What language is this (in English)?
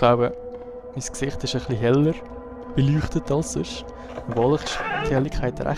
Swiss German